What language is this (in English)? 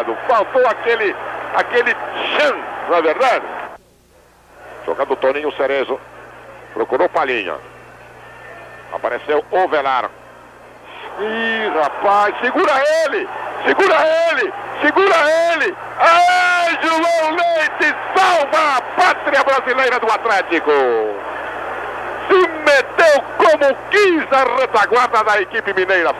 Portuguese